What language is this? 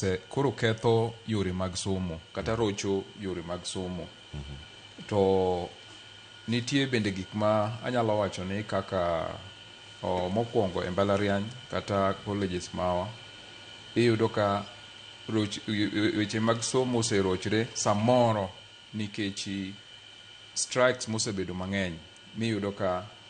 Luo (Kenya and Tanzania)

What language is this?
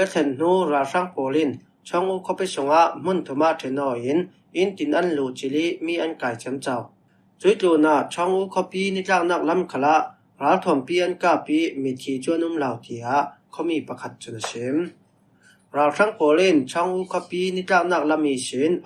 Falam Chin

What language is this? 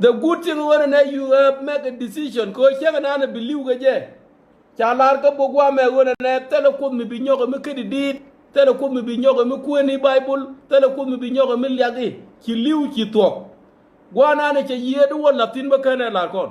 Nuer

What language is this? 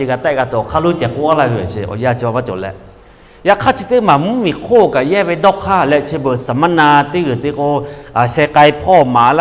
Lahu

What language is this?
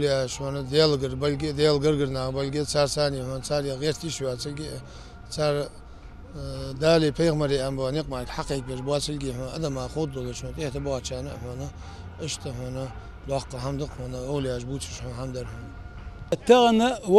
Ingush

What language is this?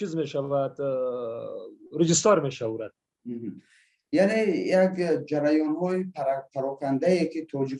Persian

